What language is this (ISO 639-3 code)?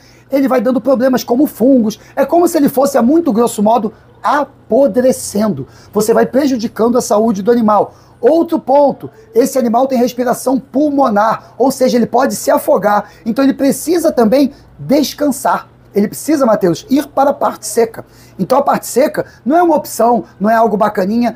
por